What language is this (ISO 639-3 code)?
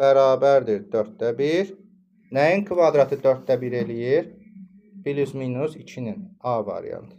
aze